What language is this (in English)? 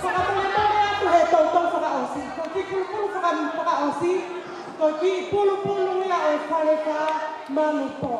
Tongan